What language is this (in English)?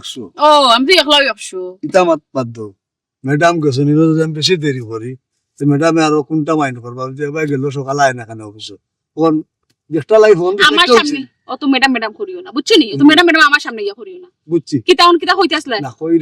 Sylheti